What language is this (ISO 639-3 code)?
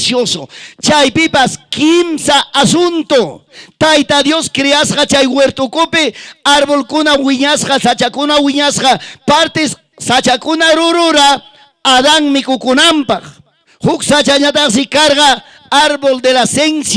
quy